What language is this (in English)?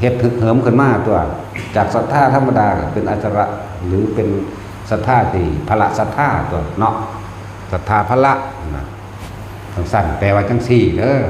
Northeastern Thai